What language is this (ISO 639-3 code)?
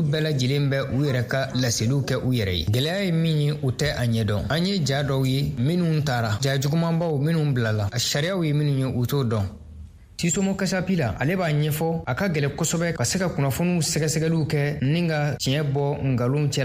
bam